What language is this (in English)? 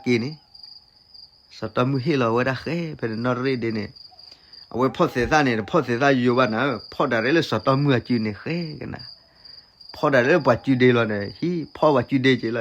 S'gaw Karen